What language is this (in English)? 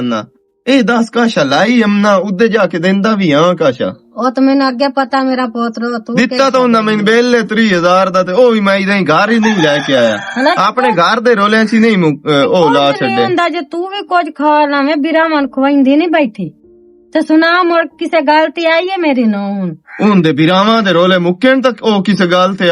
Western Panjabi